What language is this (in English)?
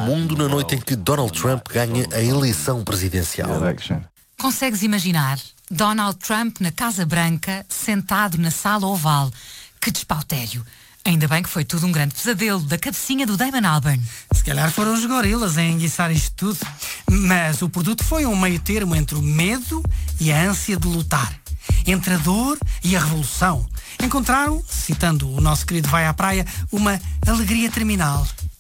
Portuguese